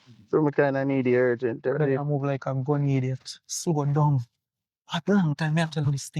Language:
Jamaican Creole English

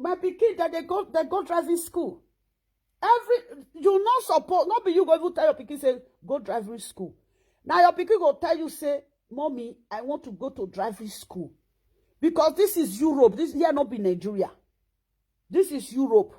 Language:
Nigerian Pidgin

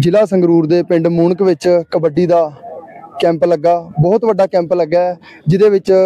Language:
Punjabi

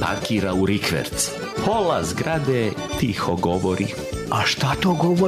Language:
Serbian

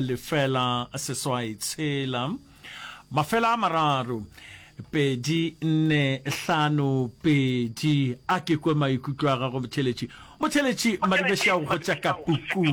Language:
Northern Sotho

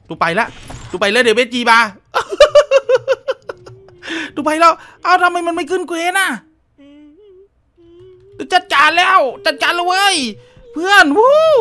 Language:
Thai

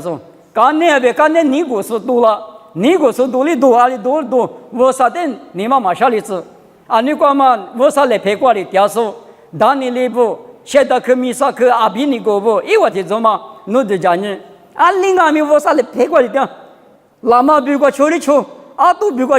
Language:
Lisu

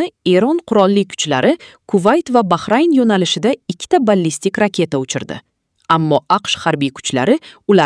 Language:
Uzbek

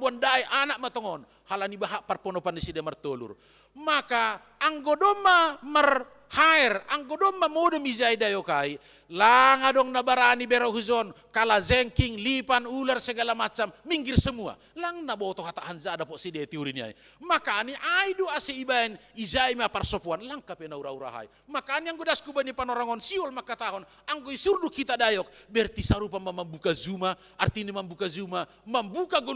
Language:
Batak Simalungun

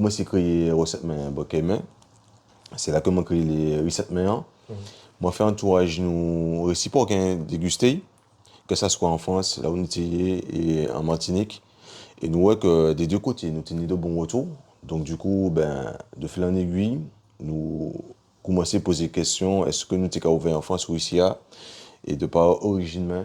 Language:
Guadeloupean Creole French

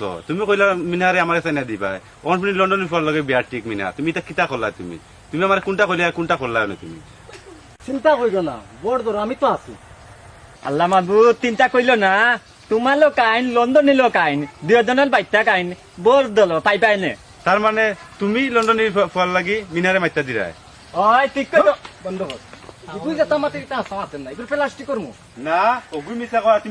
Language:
Sylheti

